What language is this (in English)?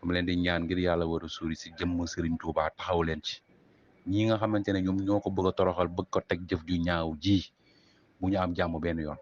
Wolof